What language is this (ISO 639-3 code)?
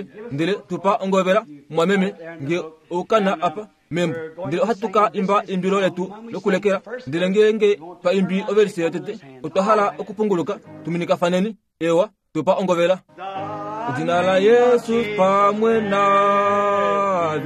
kua